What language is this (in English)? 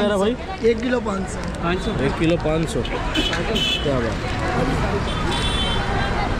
Hindi